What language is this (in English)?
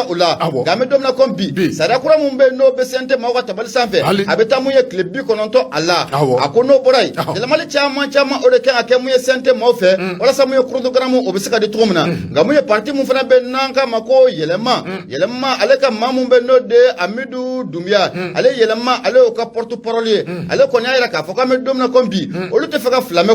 Bambara